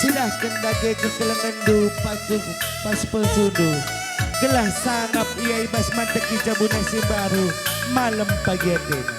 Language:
Batak Karo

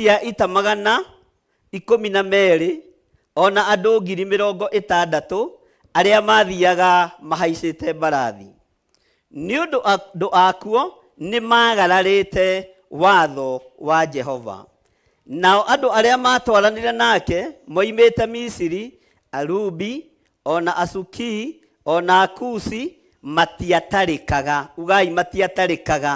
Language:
Kikuyu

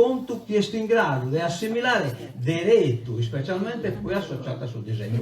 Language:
Sardinian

